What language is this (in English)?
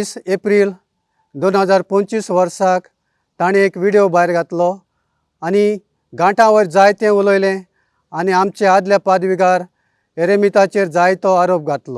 Konkani